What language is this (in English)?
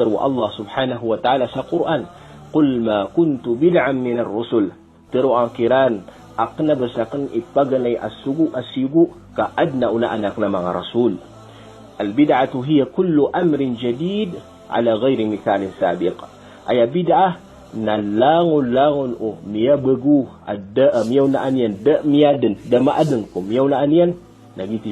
Maranao